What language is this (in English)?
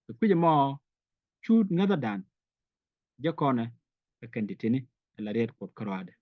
Nuer